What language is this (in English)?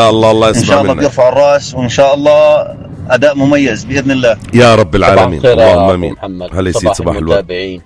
North Levantine Arabic